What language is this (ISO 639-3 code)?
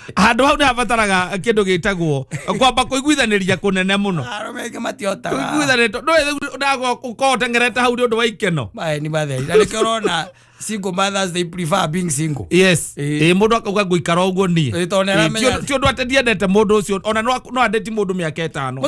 kik